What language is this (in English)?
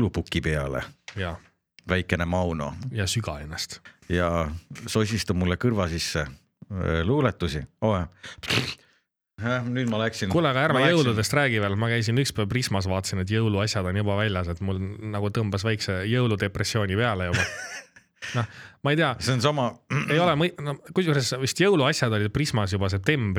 Estonian